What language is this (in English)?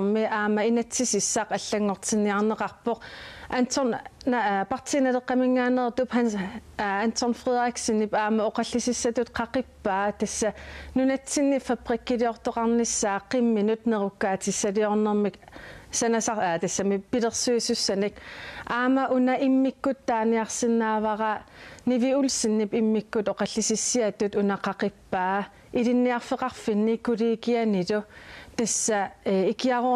Kalaallisut